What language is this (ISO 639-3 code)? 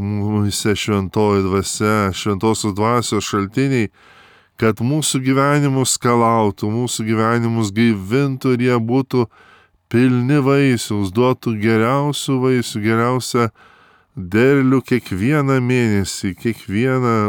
lit